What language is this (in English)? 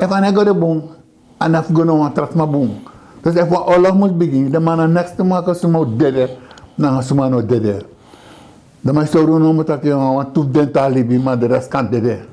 Sranan Tongo